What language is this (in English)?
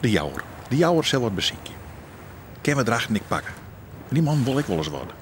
Western Frisian